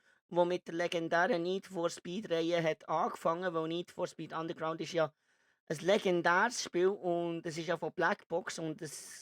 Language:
Swiss German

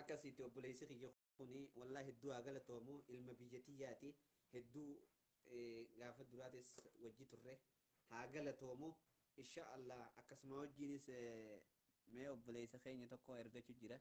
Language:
Oromo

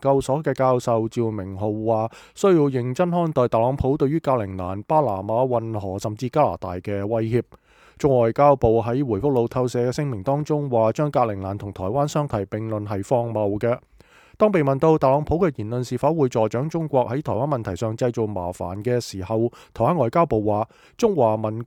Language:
Cantonese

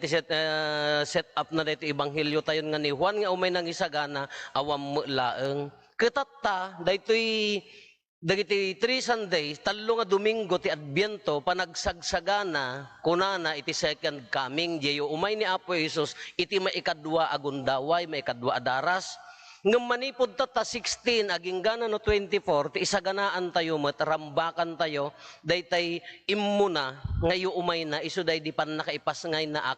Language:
Iloko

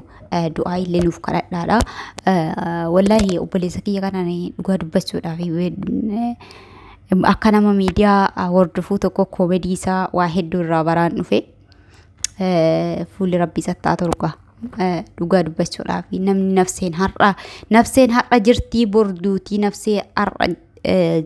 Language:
Oromo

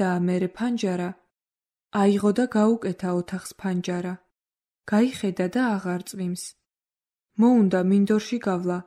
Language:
Georgian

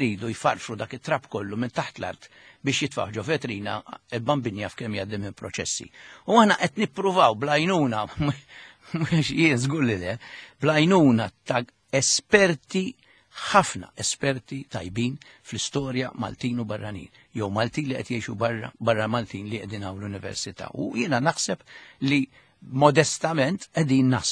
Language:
Maltese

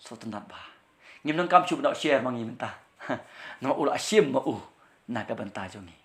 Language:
Khasi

